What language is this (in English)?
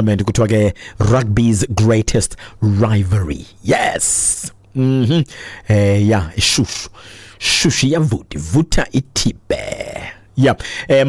Xhosa